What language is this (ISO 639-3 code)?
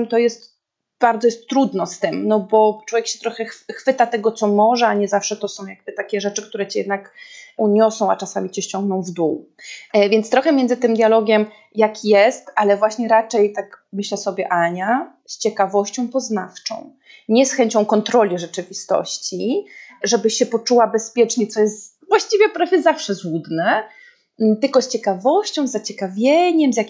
pol